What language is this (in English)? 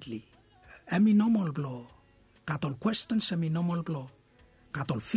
Bislama